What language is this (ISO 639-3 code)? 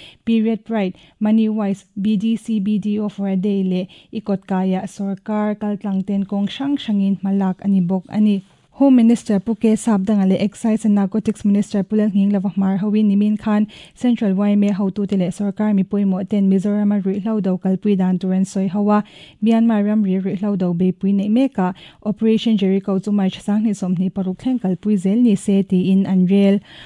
lus